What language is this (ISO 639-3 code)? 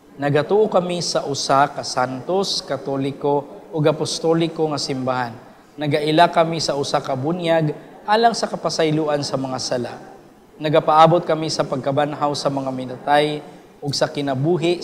ceb